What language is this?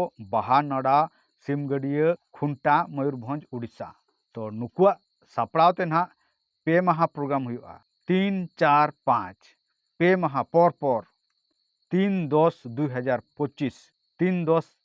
Santali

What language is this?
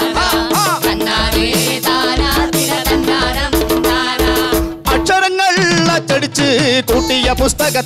Malayalam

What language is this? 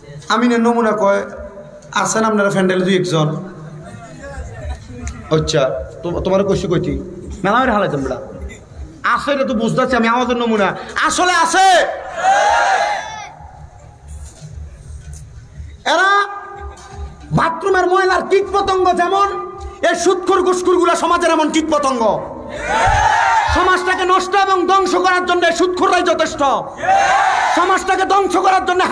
Bangla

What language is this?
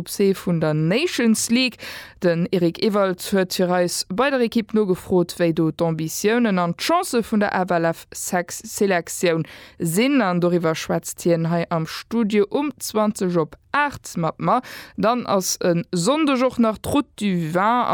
Luxembourgish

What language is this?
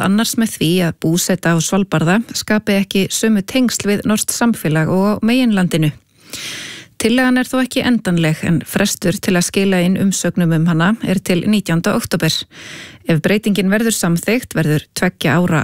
Icelandic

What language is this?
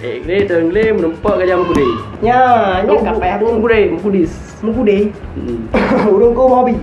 Achinese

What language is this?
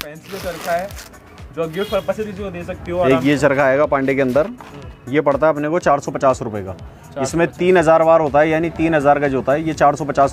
Hindi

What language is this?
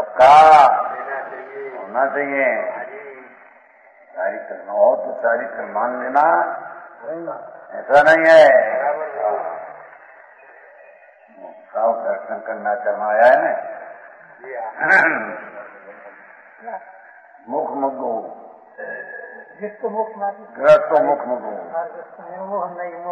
Hindi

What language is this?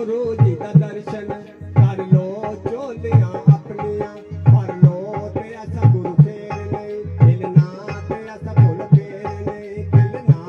Dogri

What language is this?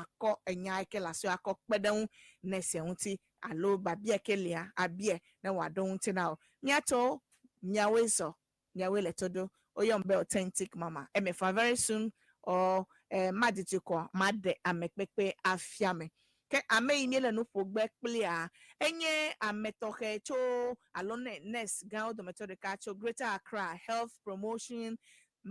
Ewe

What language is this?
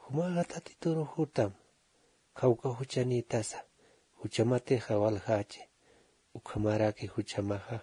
Aymara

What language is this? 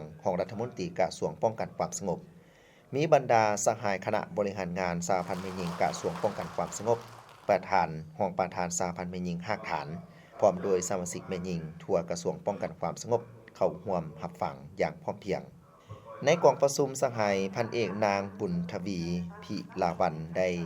Lao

